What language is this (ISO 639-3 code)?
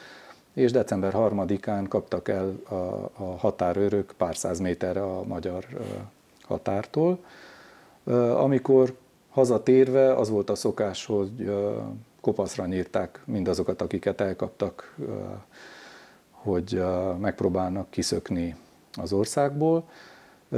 hun